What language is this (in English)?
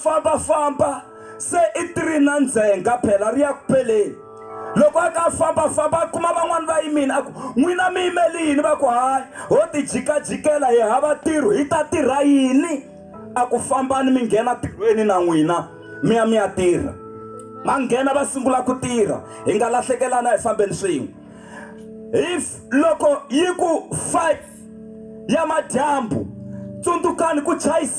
Tsonga